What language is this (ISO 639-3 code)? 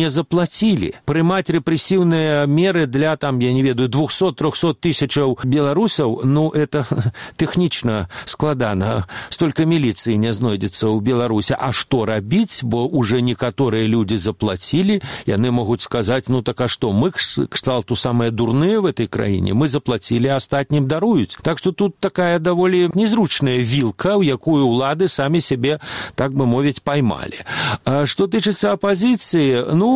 bel